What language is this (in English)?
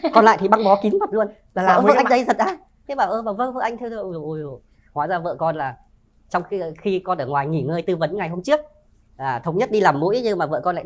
Vietnamese